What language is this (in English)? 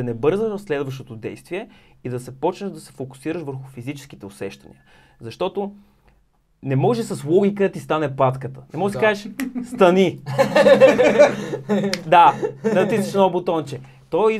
Bulgarian